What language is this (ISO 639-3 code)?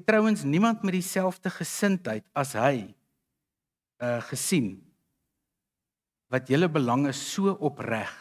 afr